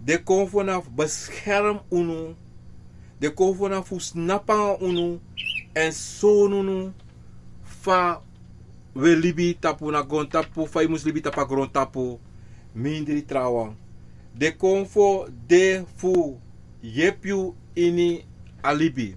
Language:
Sranan Tongo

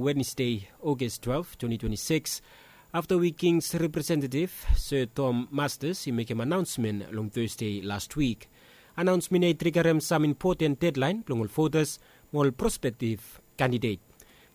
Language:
Bislama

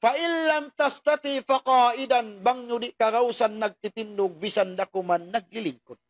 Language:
Tausug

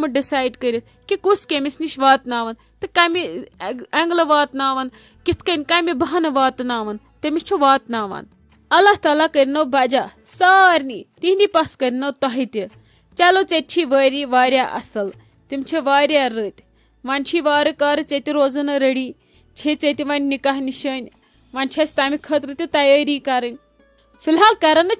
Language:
Kashmiri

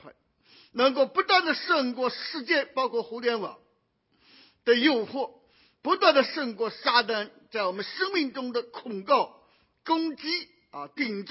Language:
Chinese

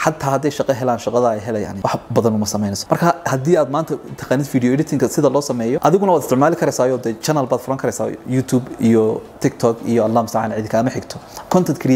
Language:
Somali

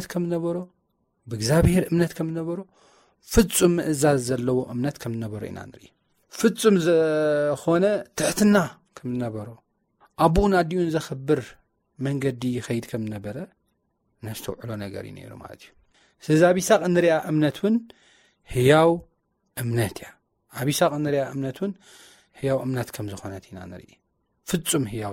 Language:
Tigrinya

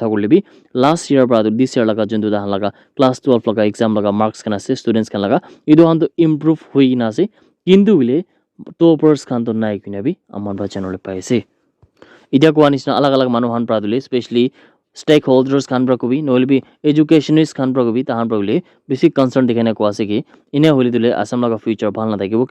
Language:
Naga Pidgin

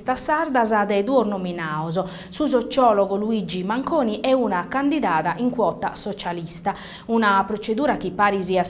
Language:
Sardinian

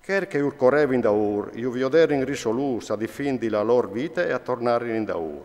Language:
Friulian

